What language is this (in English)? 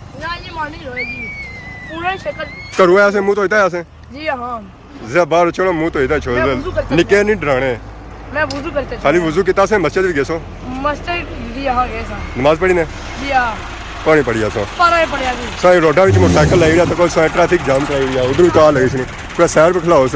Pahari-Potwari